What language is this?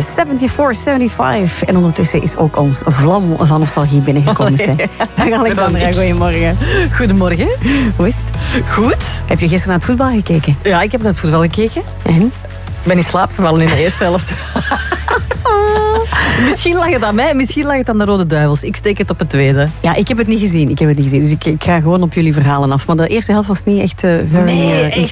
Dutch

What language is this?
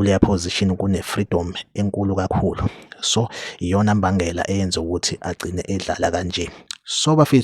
Zulu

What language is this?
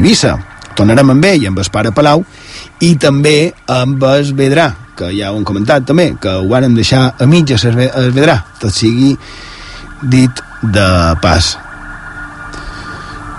Catalan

